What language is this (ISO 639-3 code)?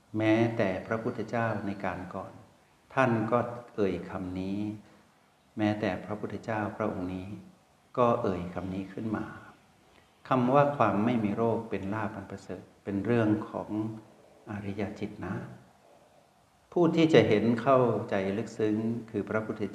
tha